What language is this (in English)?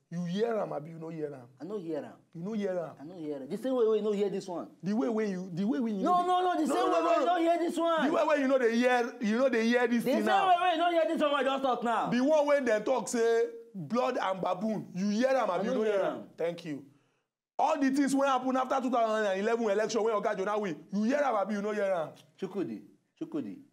Nigerian Pidgin